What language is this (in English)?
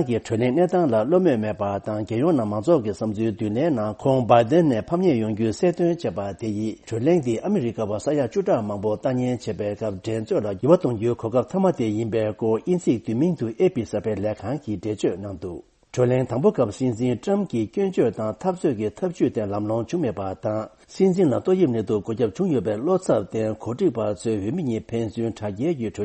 Tibetan